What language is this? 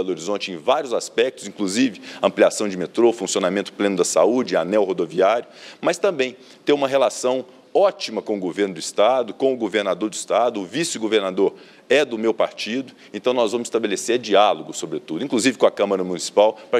Portuguese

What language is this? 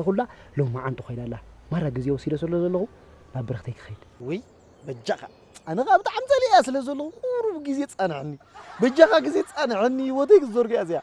Tigrinya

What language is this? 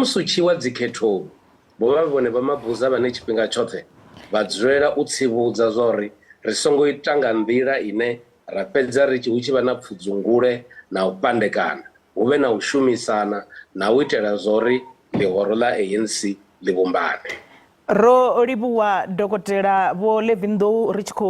Venda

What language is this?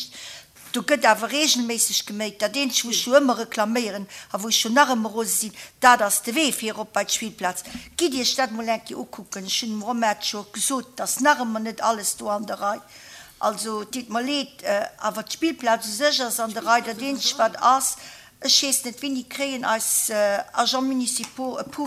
Luxembourgish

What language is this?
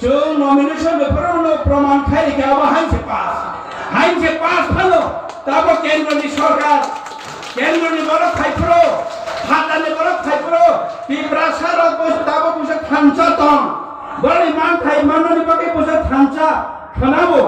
Kok Borok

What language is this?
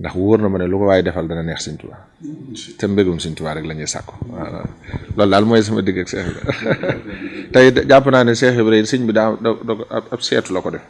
Wolof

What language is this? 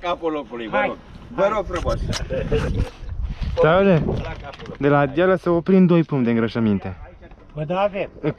Romanian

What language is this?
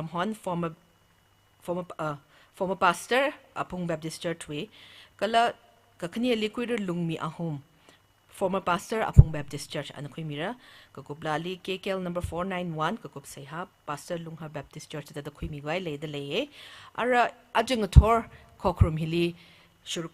Tangkhul Naga (India)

